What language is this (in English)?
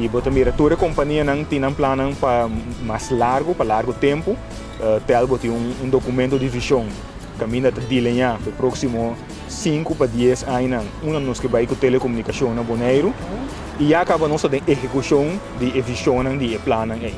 Papiamento